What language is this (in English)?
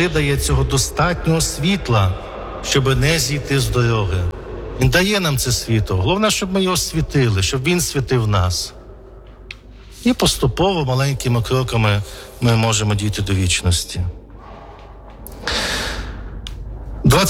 Ukrainian